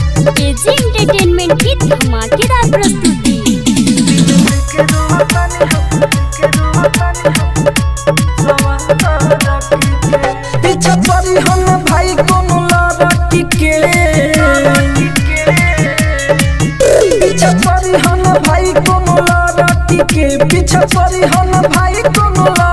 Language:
Bhojpuri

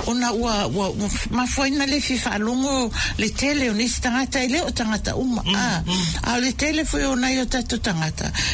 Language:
Samoan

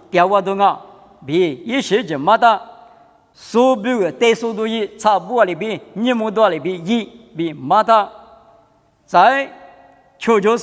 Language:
Lisu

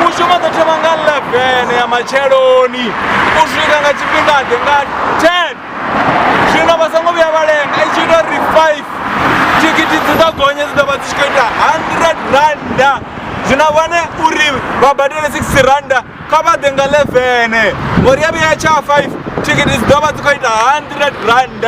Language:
Venda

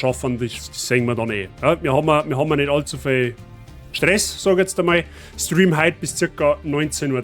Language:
Bavarian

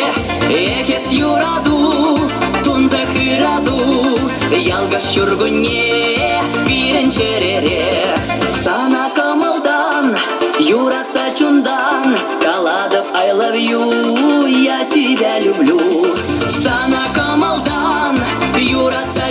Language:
Chuvash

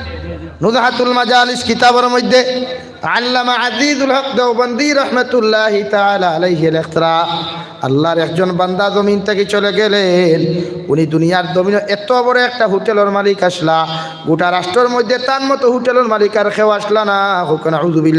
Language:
Sylheti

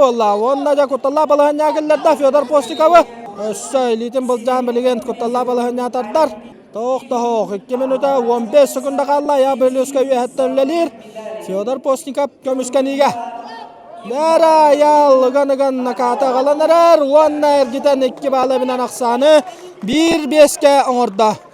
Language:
Yakut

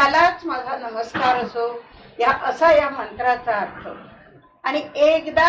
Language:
Marathi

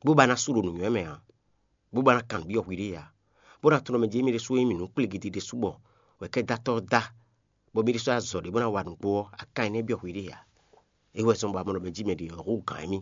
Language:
Fon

